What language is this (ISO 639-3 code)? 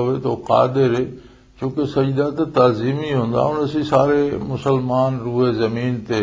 lah